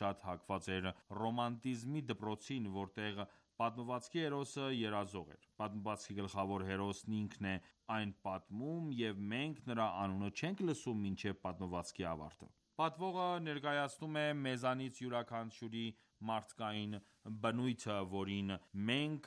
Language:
Armenian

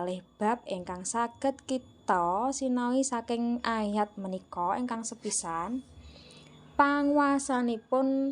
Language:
Javanese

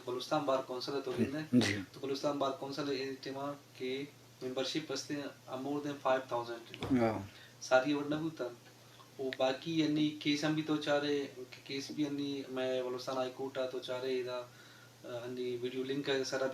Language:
Eastern Balochi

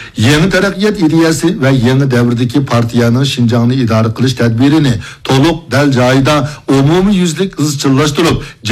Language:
Uyghur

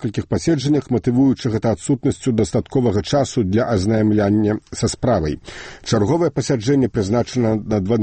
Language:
Belarusian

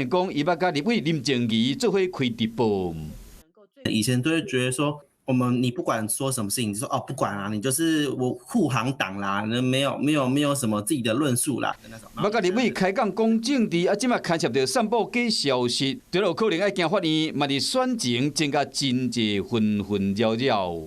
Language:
Min Nan Chinese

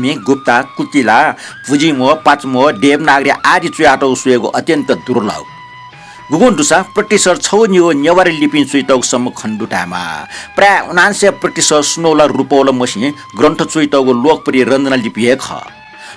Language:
Newari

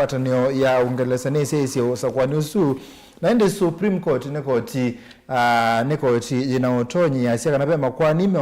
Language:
Kamba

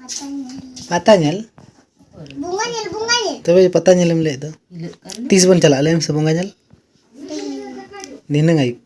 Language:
Santali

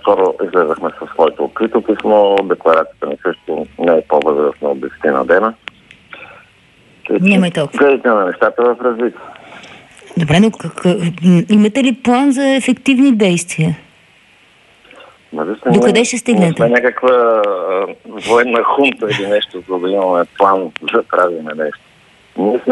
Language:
Bulgarian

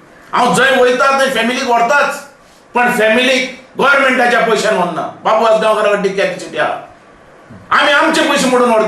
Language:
Konkani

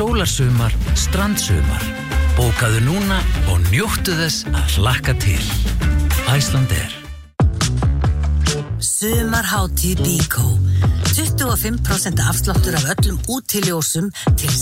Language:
Icelandic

